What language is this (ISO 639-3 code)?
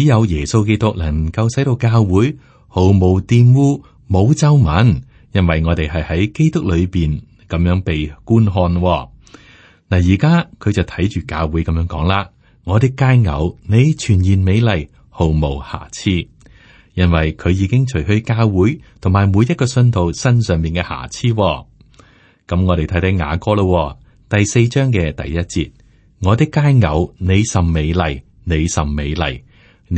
yue